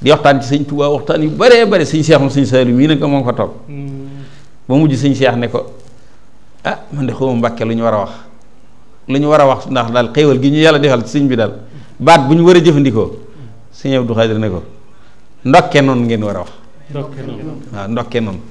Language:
Wolof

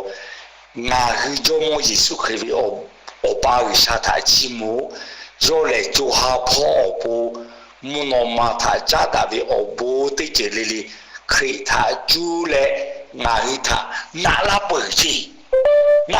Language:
Lahu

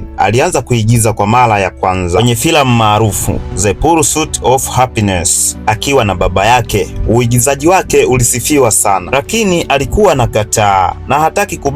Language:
Swahili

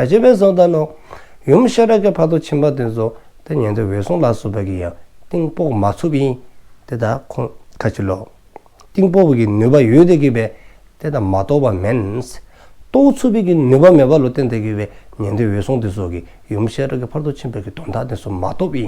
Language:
Dzongkha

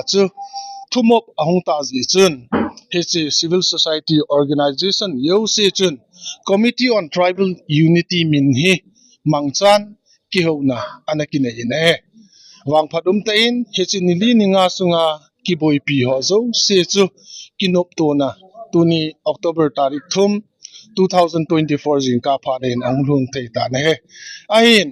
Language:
Thado Chin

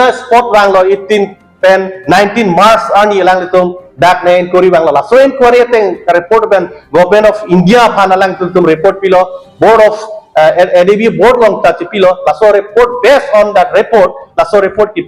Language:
Karbi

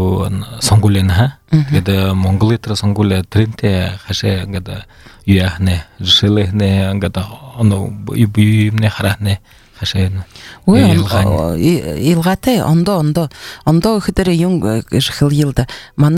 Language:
Buriat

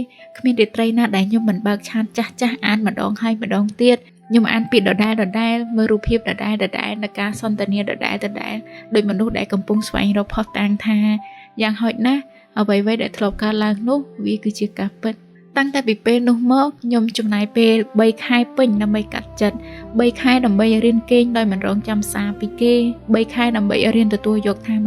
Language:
Khmer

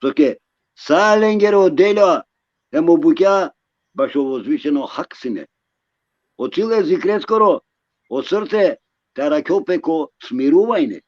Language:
Balkan Romani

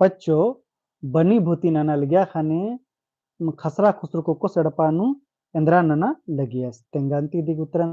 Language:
Kurukh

